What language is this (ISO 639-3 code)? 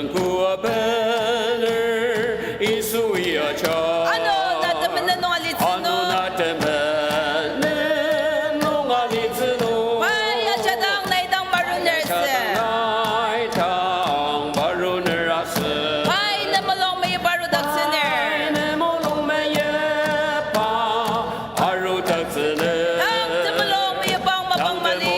njo